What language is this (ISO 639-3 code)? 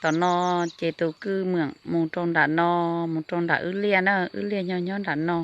hmn